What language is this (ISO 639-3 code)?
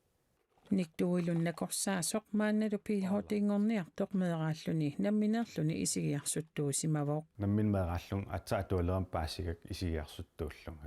kal